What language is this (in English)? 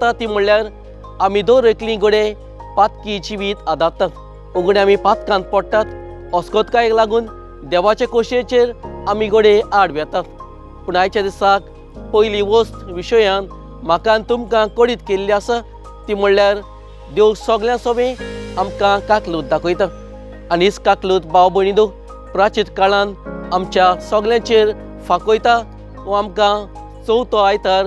Konkani